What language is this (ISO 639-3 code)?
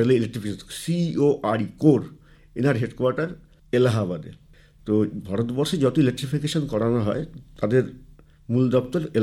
ben